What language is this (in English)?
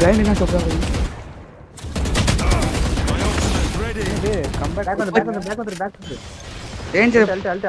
Tamil